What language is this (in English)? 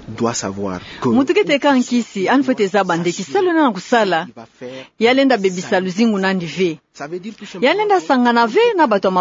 Kituba (Democratic Republic of Congo)